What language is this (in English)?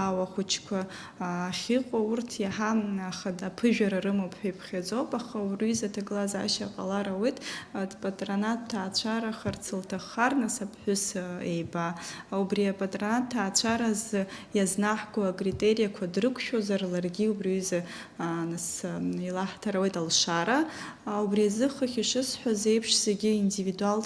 Abkhazian